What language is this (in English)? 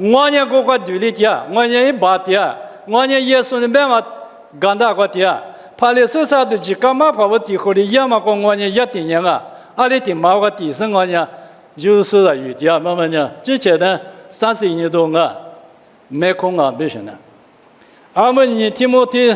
Lisu